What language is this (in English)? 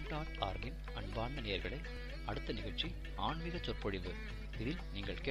Tamil